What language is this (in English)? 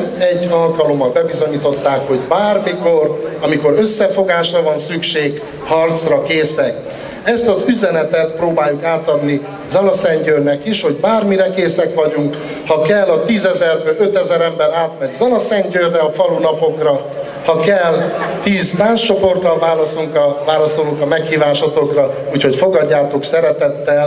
Hungarian